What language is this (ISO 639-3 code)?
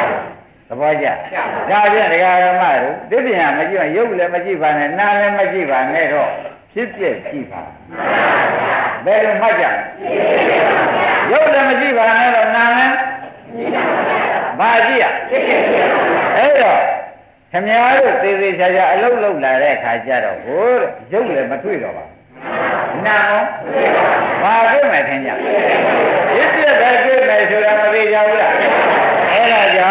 mya